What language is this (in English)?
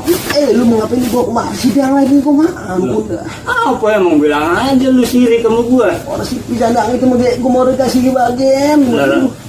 Betawi